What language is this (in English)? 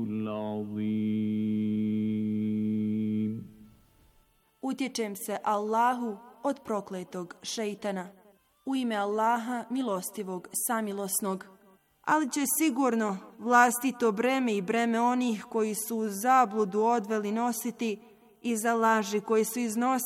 Bosnian